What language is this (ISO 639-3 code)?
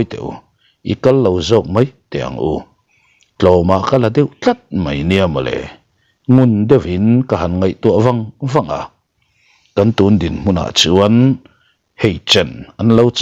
lus